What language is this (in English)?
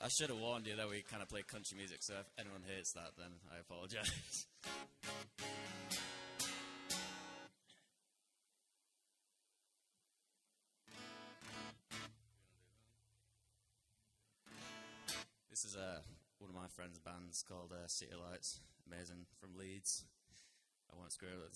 English